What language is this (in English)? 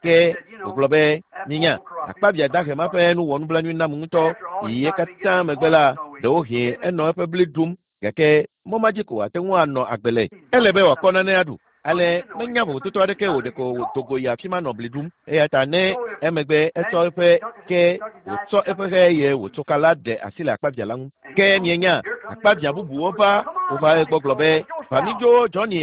Ewe